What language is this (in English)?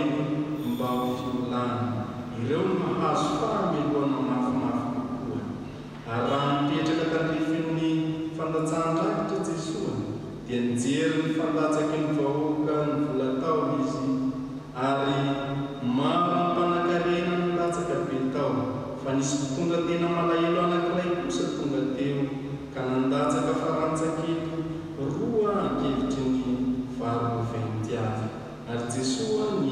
Malagasy